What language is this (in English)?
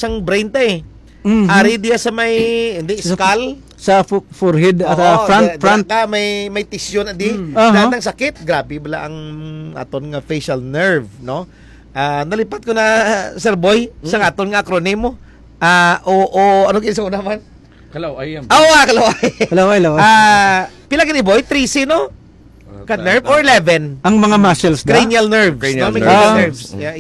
Hiligaynon